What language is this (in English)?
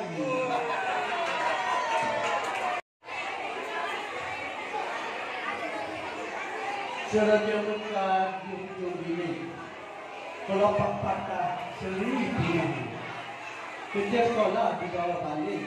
Malay